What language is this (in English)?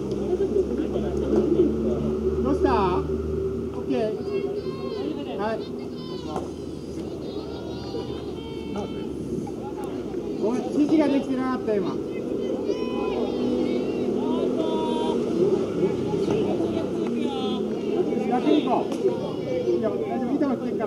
Japanese